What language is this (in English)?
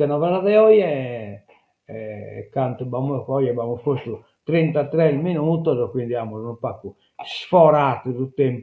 Sardinian